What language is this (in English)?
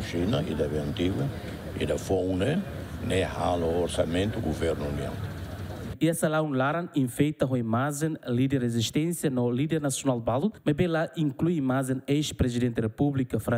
Tetum